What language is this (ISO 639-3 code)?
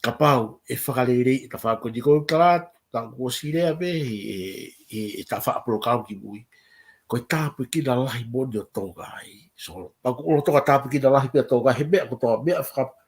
ton